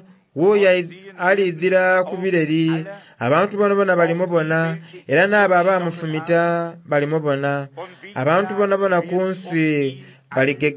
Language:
Soga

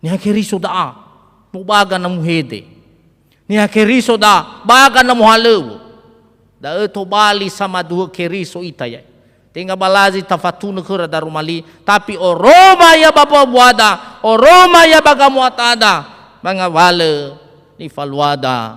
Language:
Nias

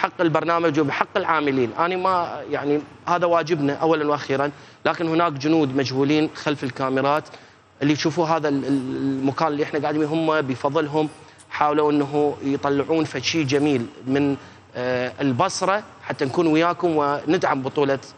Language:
Mesopotamian Arabic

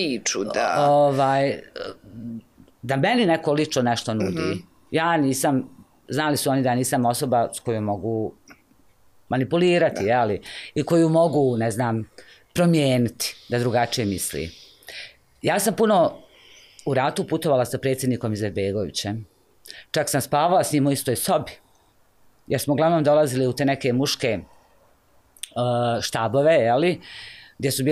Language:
Bosnian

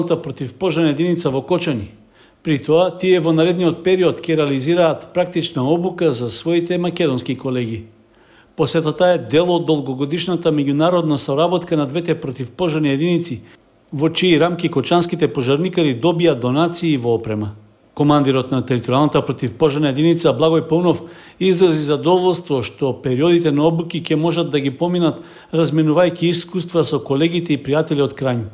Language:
Macedonian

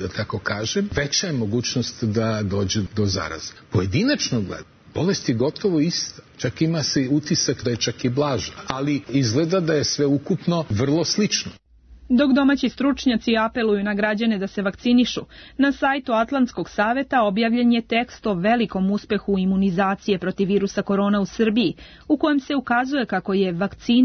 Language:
Serbian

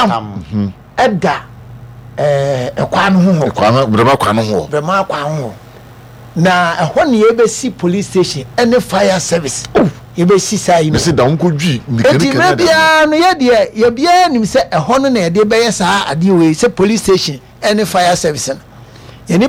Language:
Akan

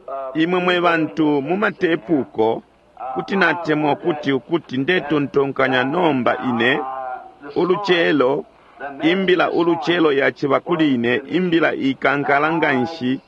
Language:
Bemba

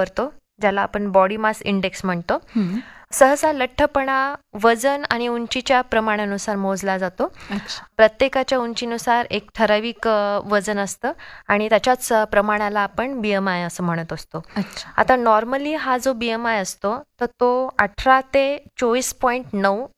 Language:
Marathi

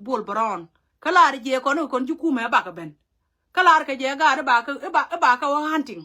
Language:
Nuer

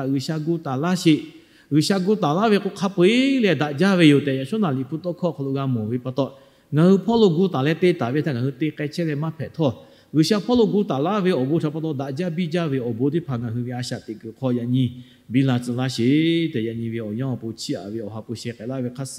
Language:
Lahu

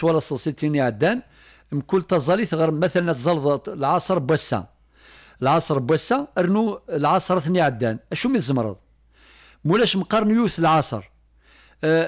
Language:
Kabyle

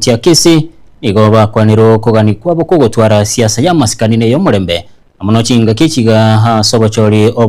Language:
Gusii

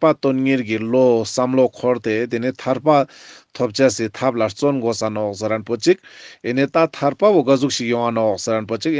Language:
Ladakhi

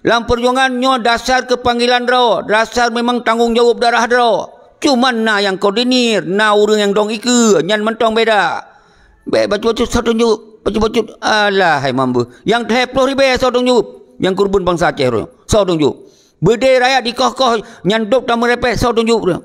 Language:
Achinese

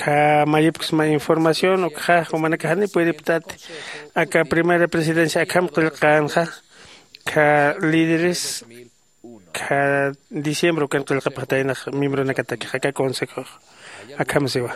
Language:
Aymara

